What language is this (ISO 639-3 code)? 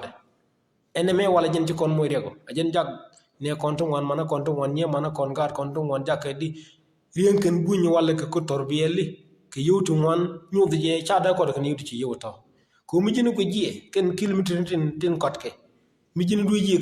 nus